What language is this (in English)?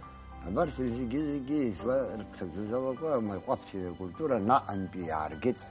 Abkhazian